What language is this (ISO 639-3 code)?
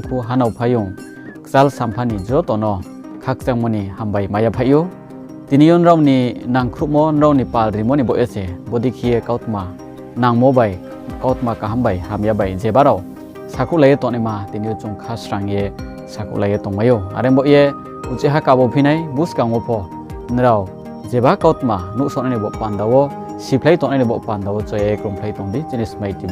ria